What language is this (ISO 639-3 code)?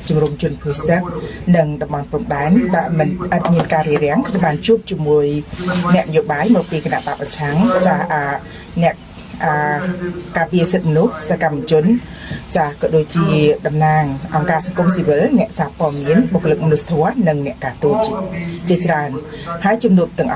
khm